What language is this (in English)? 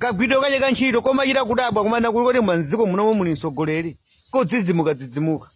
Nyanja